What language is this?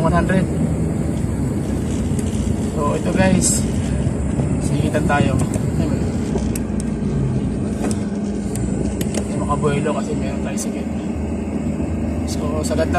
Filipino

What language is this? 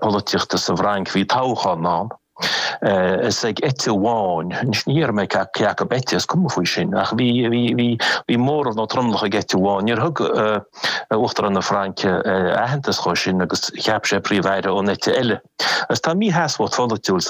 Irish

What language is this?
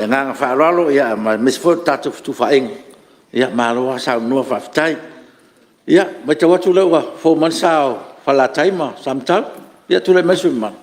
Samoan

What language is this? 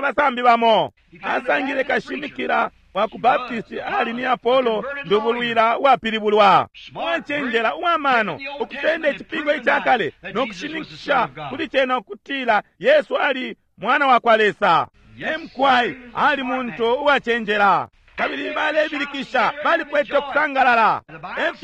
Bemba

